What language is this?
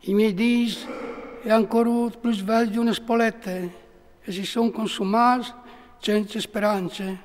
Friulian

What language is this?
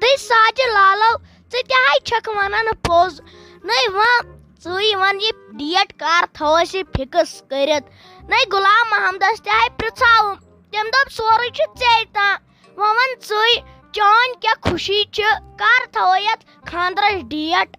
Kashmiri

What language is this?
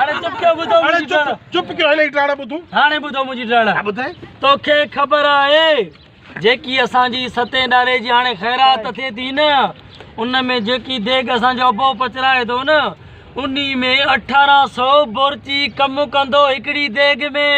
Sindhi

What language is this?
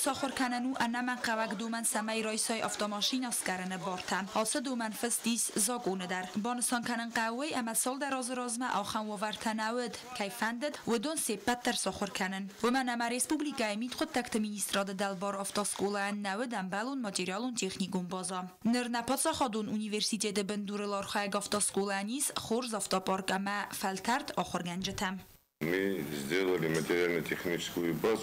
Ossetic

